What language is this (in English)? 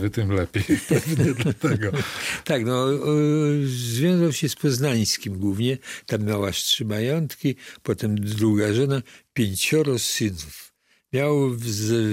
Polish